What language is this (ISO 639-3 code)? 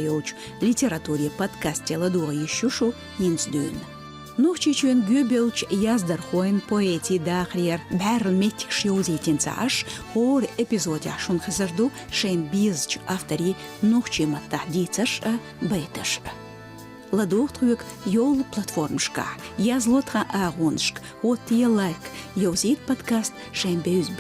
che